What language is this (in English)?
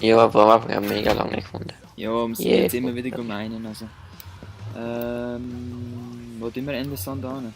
Swiss German